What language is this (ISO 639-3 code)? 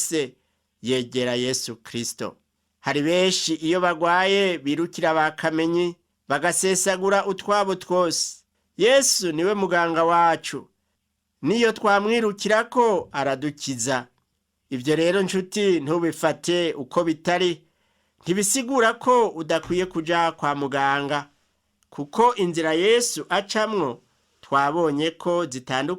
run